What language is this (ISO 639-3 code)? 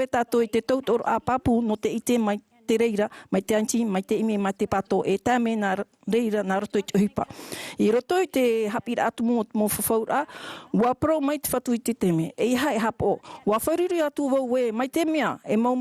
tah